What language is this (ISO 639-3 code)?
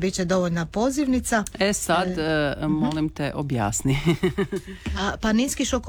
hrv